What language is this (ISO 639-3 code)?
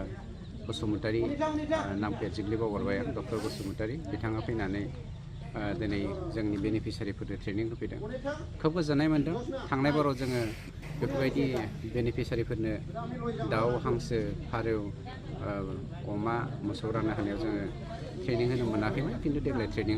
brx